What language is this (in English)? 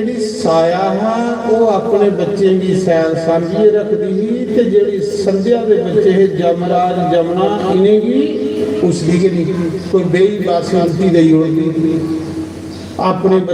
Dogri